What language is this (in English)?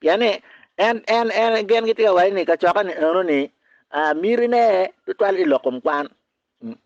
Acoli